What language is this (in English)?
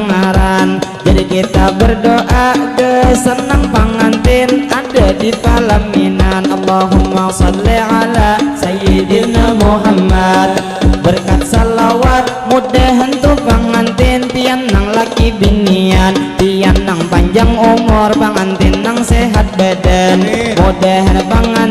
Banjar